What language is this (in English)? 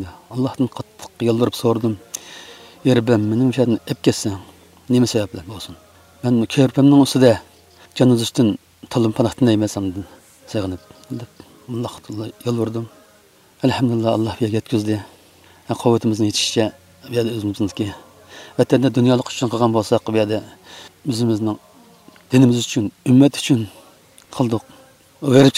Uyghur